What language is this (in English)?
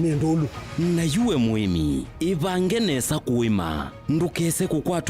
Kamba